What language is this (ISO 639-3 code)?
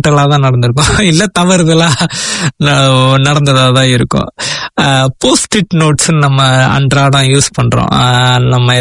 tam